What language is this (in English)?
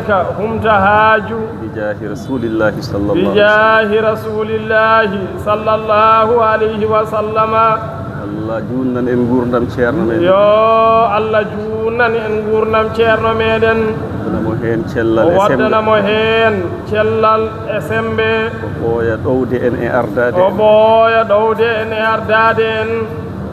Fula